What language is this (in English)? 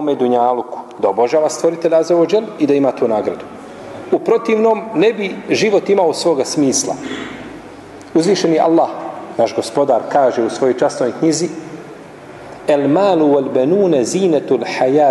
Bosnian